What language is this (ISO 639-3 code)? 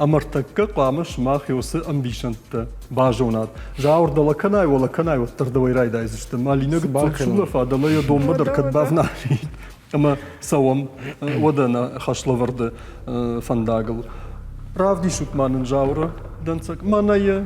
oss